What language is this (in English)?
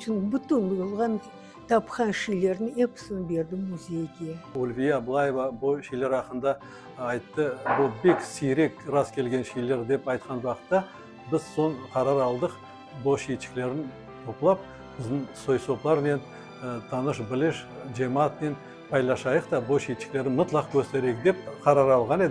Crimean Tatar